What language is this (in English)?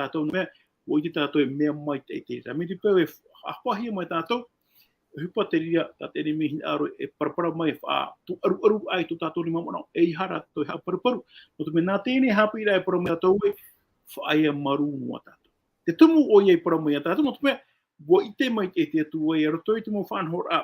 Tahitian